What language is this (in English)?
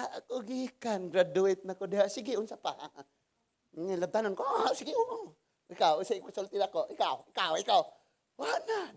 Cebuano